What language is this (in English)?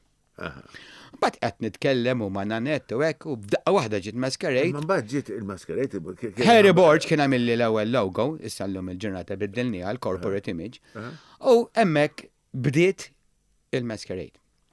Maltese